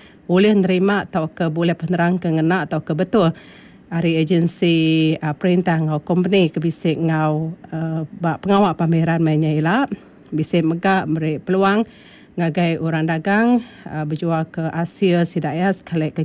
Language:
Iban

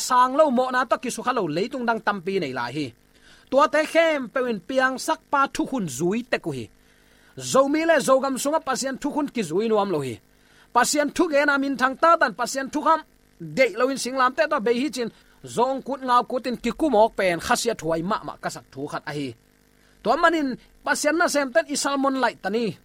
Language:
Tedim Chin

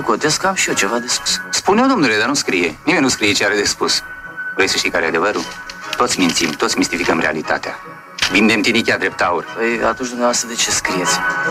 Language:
Romanian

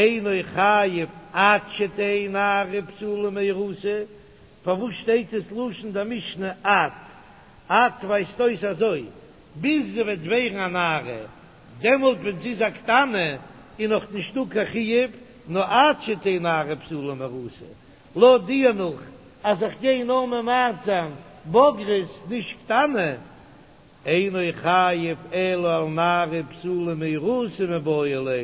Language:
Yiddish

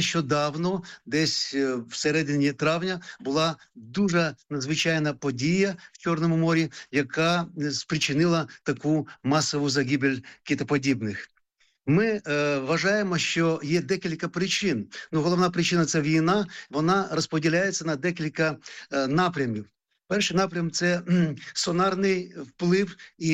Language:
Ukrainian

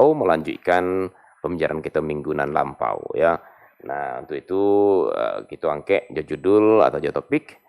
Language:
Minangkabau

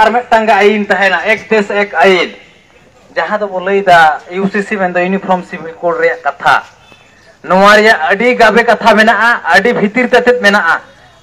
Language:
Santali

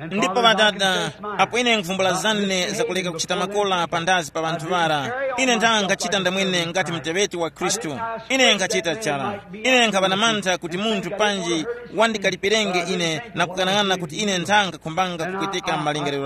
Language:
Tumbuka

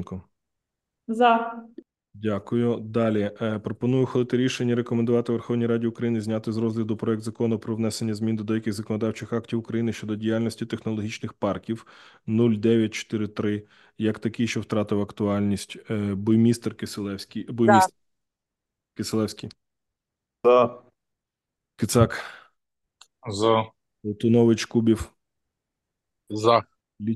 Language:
Ukrainian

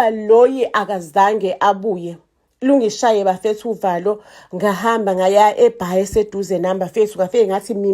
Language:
Zulu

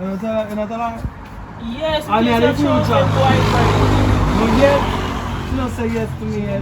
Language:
Jamaican Creole English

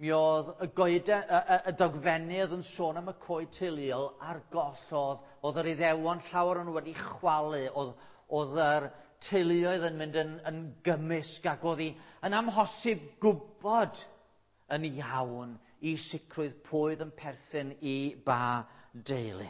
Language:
Welsh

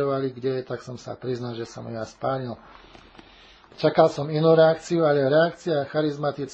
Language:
Slovak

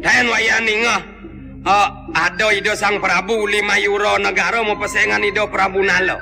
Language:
Balinese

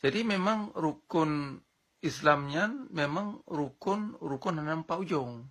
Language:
Achinese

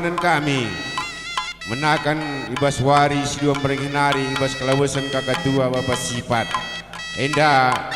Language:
Batak Karo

